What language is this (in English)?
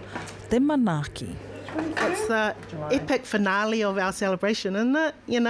Māori